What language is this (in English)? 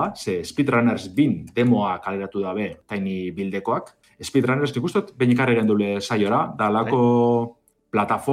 Basque